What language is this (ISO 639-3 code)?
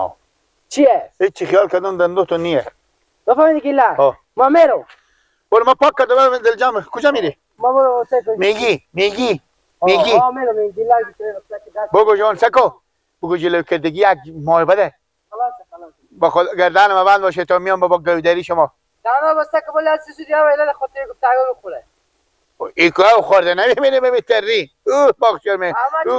fas